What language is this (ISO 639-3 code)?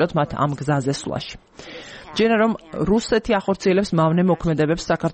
kat